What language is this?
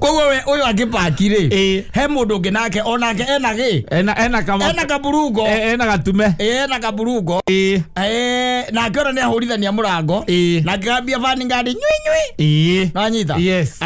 Kikuyu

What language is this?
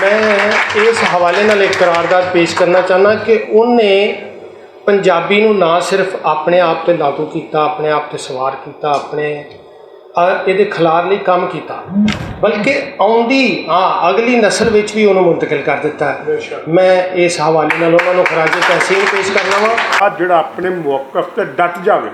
Western Panjabi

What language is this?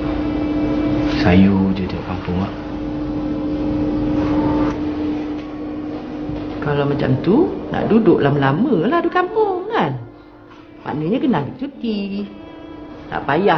Malay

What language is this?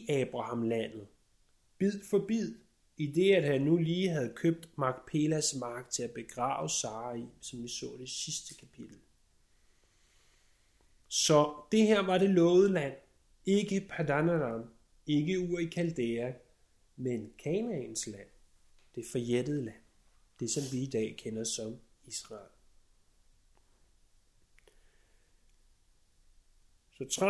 Danish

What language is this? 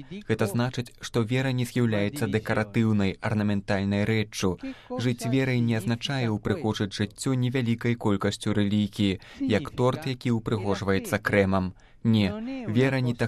Belarusian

